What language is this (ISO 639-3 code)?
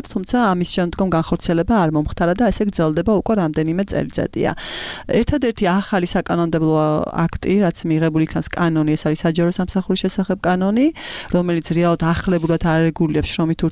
kat